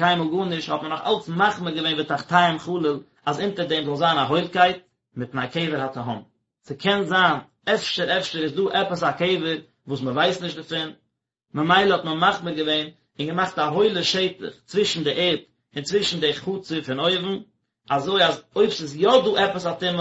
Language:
Yiddish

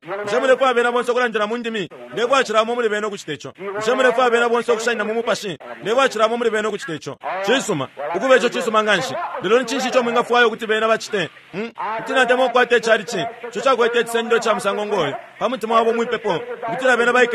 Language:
Bemba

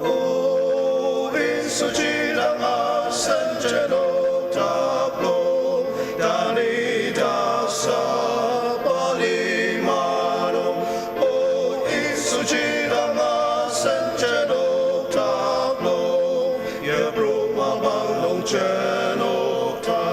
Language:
Ao Naga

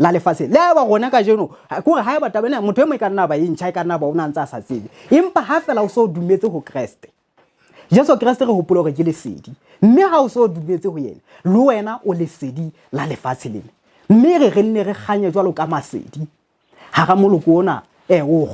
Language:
Southern Sotho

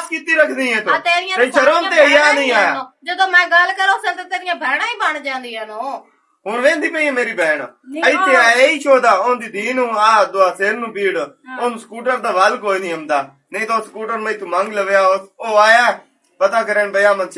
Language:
Western Panjabi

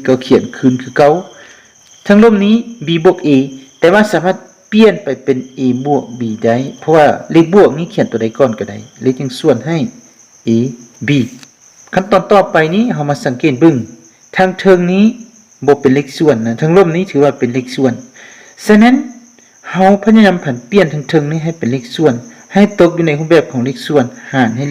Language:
Lao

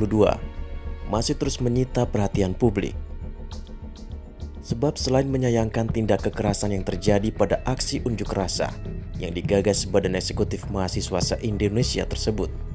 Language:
Indonesian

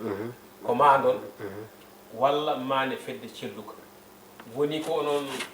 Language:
Fula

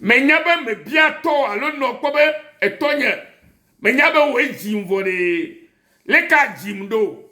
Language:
Ewe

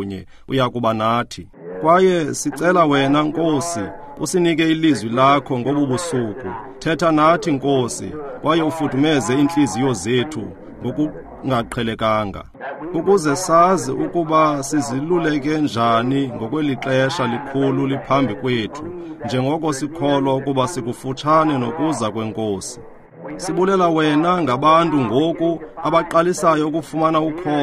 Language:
Xhosa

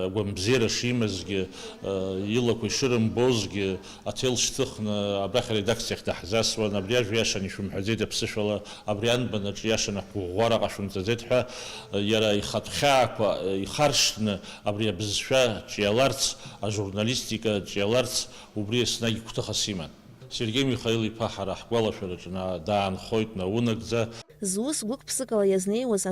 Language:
Abkhazian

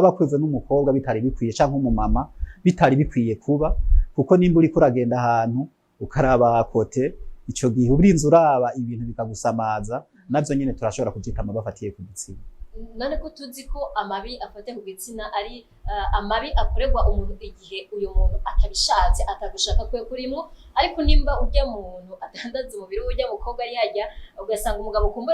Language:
Rundi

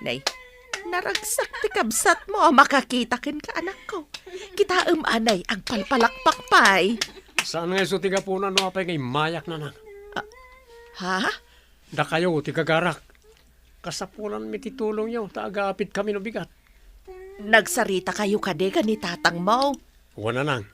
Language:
Iloko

